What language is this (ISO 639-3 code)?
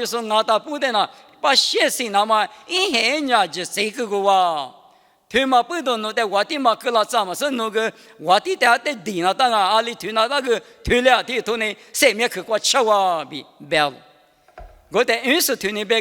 lis